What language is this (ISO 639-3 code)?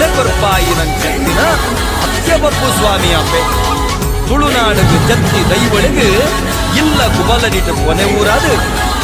tcy